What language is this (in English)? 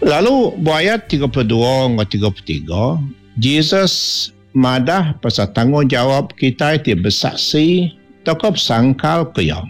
Iban